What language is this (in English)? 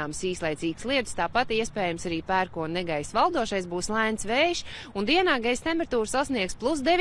Latvian